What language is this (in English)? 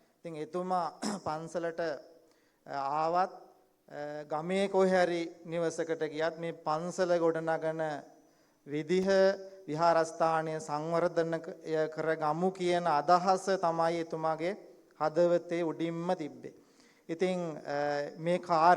Sinhala